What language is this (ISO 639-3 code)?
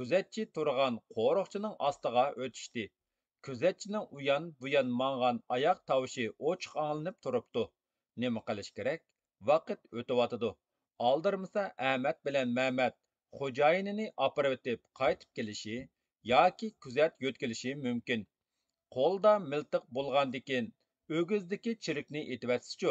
uig